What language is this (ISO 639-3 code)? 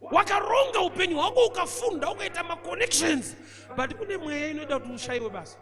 sna